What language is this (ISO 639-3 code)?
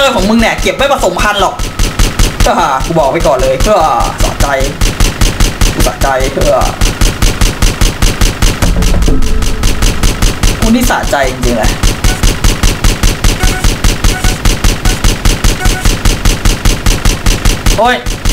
tha